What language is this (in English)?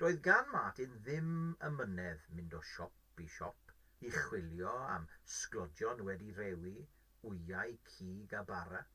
Welsh